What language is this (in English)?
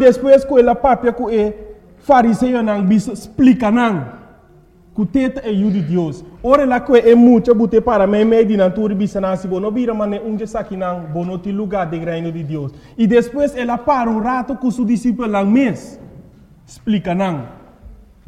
Papiamento